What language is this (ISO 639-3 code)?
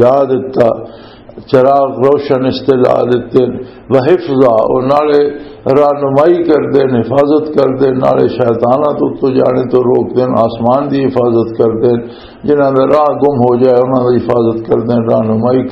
lah